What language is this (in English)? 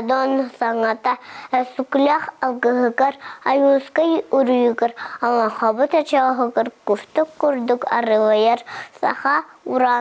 Yakut